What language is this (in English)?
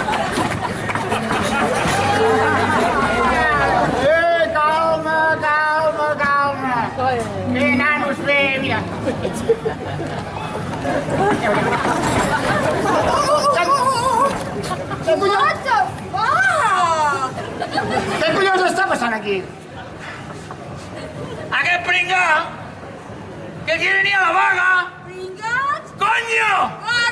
Catalan